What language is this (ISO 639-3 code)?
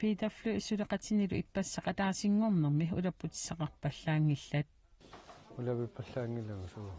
kal